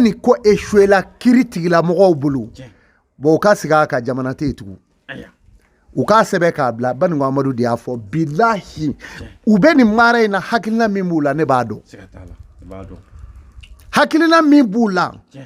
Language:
Bambara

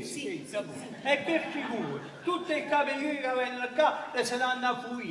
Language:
Neapolitan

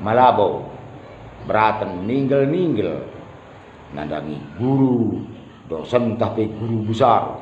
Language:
Batak Karo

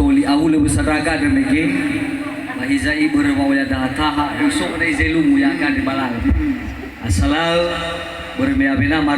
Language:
Nias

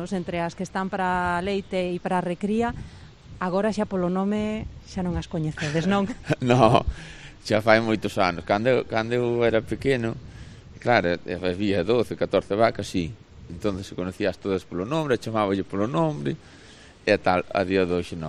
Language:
Galician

